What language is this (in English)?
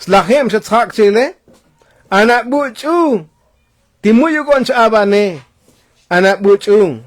Tzotzil